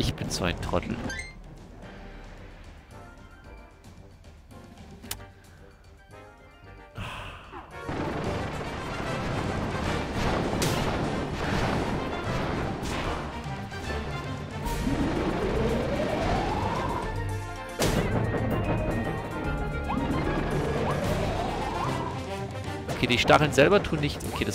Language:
German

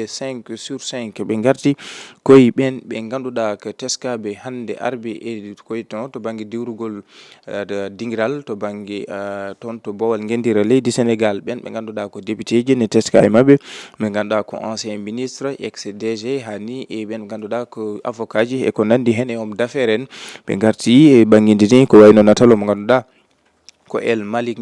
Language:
Fula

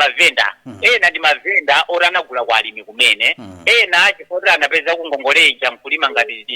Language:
Nyanja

